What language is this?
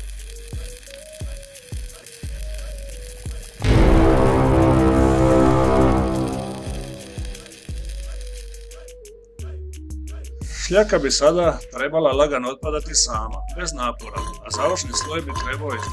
Croatian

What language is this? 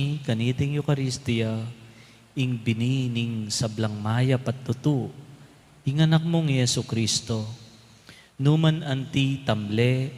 Pampanga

